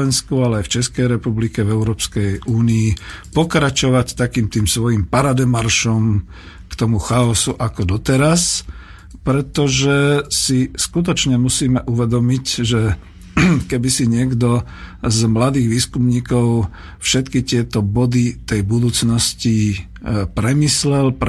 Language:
Slovak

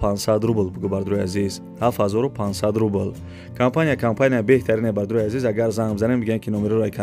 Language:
Tajik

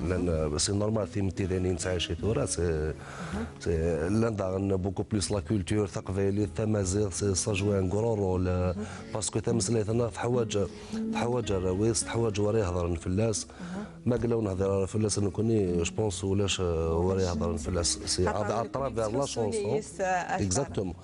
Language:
Kabyle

